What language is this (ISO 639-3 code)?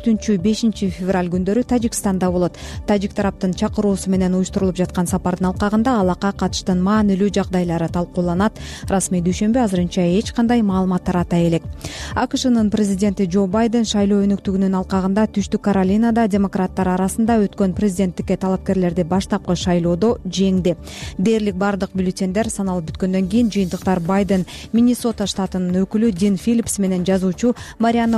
kir